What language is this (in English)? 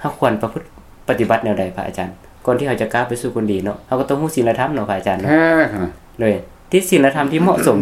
Lao